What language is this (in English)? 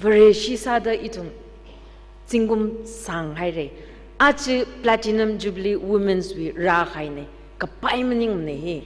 Tangkhul Naga (India)